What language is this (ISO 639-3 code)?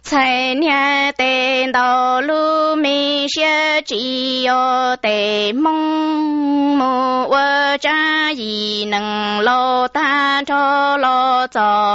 hmn